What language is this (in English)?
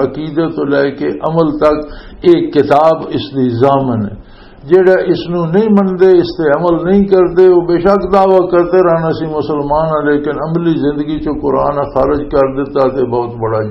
Western Panjabi